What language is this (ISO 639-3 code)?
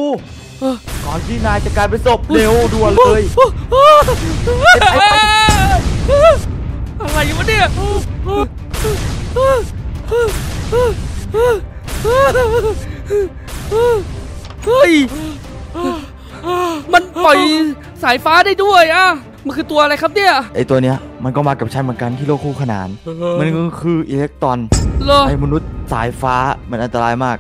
tha